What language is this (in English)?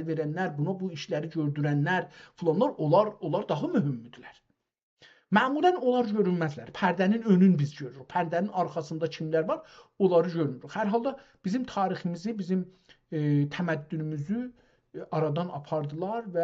South Azerbaijani